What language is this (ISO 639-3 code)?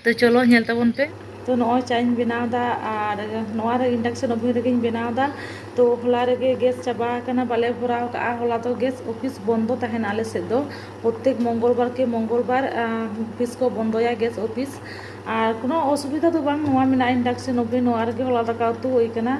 sat